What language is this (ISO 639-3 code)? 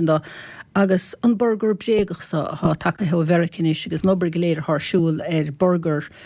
gle